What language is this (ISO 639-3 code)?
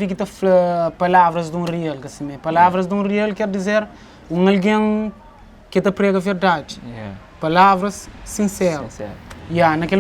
kea